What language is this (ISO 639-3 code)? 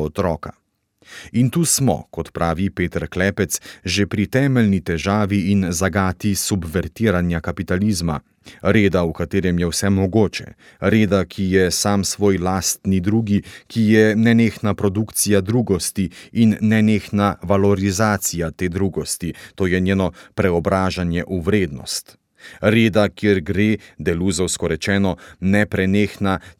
slv